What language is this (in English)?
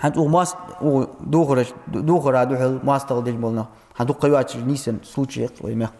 Ingush